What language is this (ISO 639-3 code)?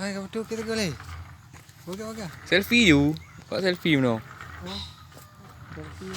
ace